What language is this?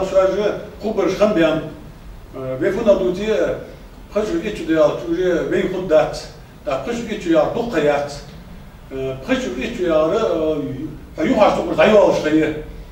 Ingush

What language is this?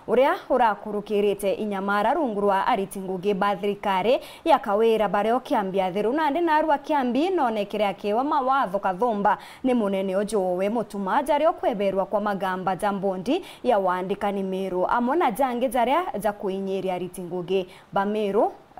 Meru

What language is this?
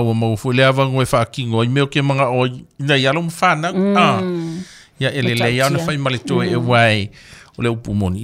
Samoan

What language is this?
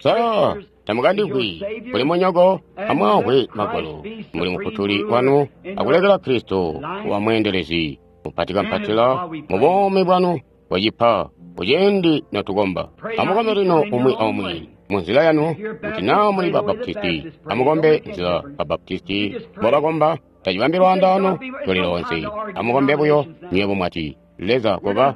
Tonga (Zambia)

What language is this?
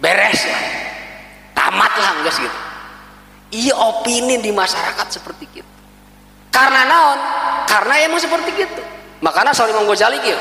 Sundanese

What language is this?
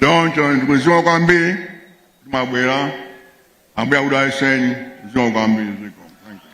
Nyanja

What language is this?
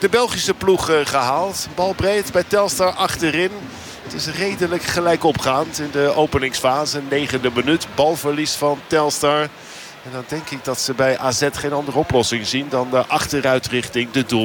Dutch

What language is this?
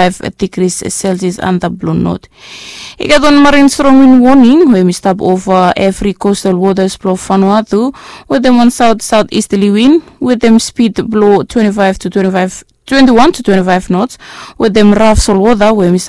Bislama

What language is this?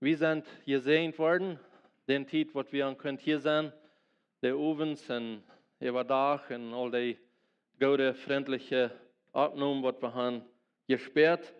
Plautdietsch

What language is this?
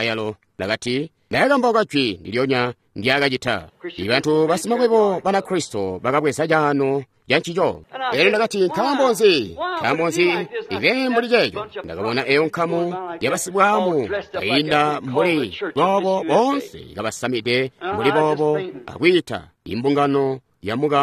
Tonga (Zambia)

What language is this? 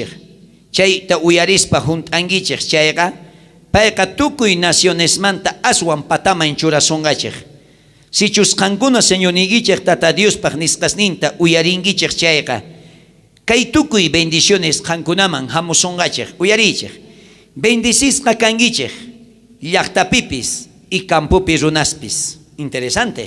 South Bolivian Quechua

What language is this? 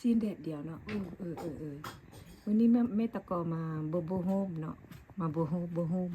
Lao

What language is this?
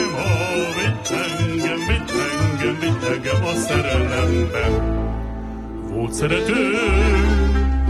Hungarian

